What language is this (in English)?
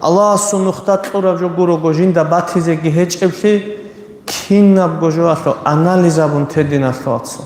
Avaric